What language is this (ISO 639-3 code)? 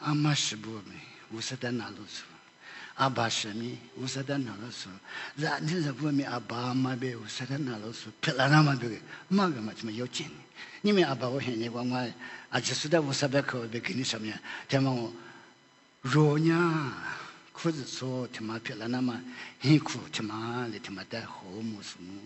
lis